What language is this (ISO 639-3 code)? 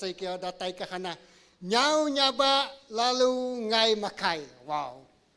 iba